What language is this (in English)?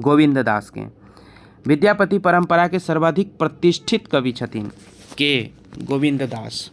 Maithili